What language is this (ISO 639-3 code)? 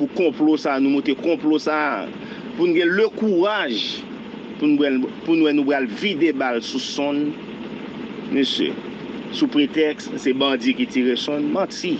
hat